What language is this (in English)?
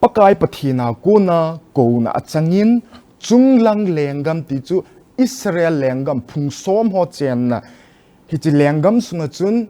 Thado Chin